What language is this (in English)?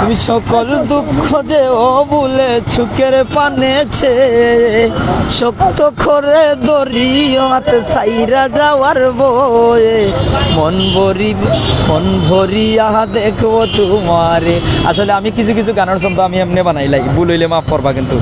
Sylheti